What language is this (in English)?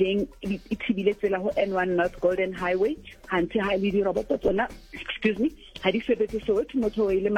Southern Sotho